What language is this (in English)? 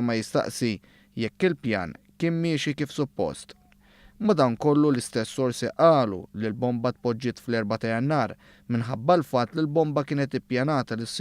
Maltese